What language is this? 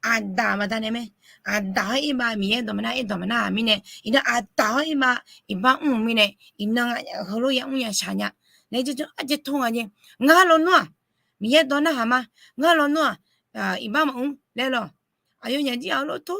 Akha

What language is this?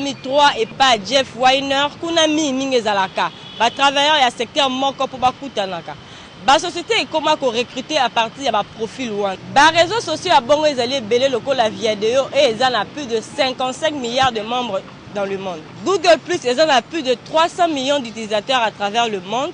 Lingala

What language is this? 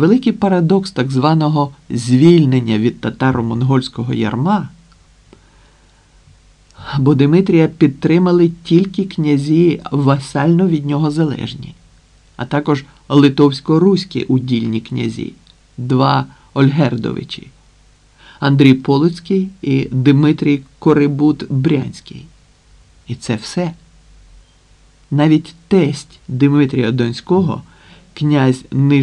Ukrainian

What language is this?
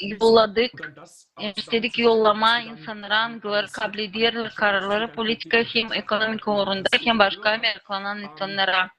Gagauz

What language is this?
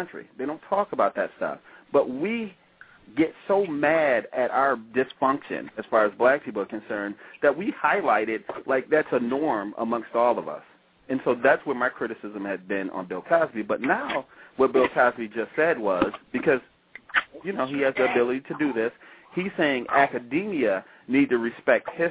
English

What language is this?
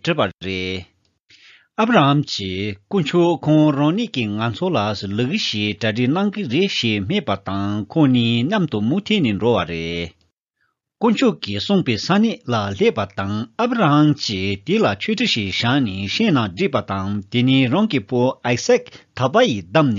Tibetan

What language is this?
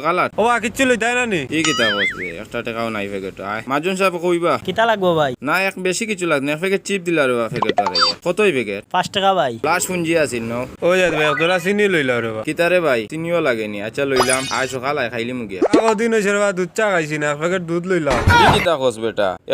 Sylheti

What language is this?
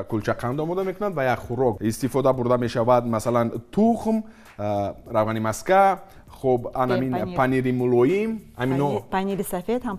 Tajik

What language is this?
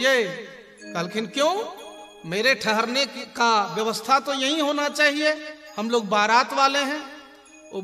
Maithili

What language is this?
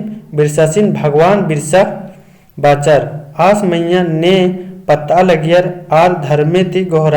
Kurukh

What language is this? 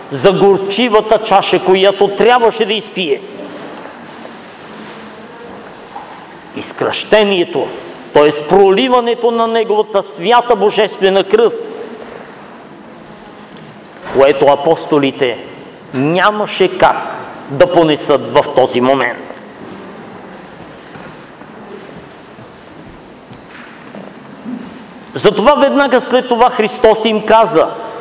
Bulgarian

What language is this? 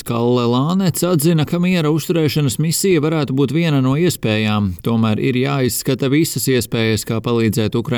Latvian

